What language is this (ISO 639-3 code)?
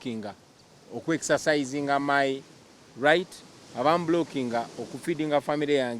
lug